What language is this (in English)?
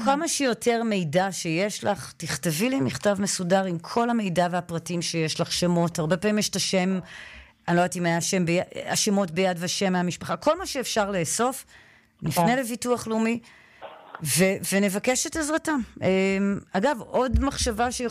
Hebrew